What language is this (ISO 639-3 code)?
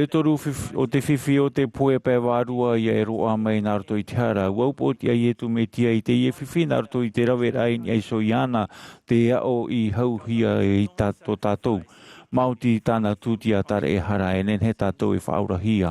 tah